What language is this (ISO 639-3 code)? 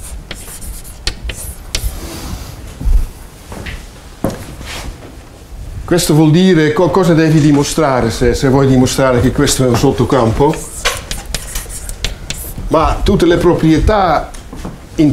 ita